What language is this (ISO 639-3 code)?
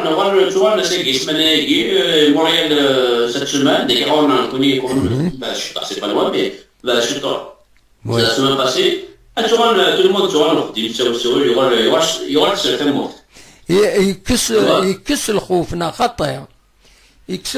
kab